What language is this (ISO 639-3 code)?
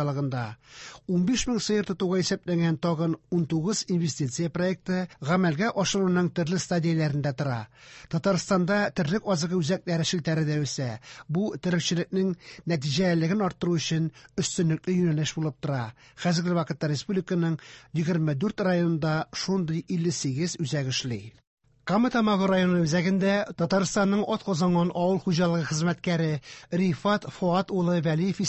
tat